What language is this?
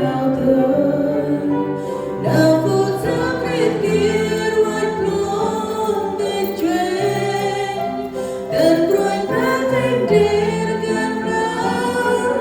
Central Mnong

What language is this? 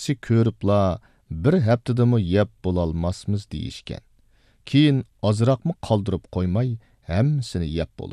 Uyghur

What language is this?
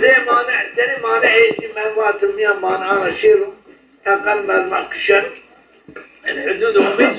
Zaza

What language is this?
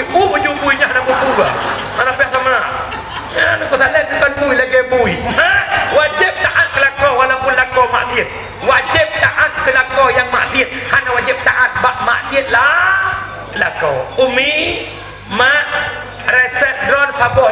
Achinese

